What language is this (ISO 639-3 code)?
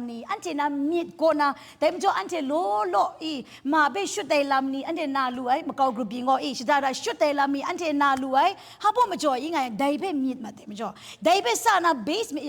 kac